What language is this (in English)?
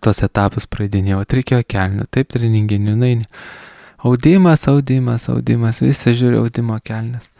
Lithuanian